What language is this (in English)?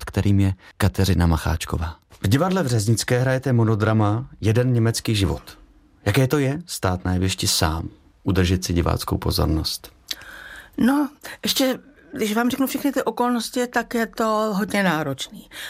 Czech